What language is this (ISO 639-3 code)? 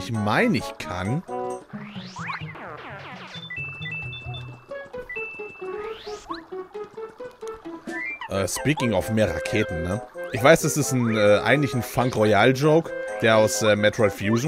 deu